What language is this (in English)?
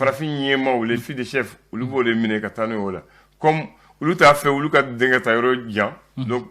Bambara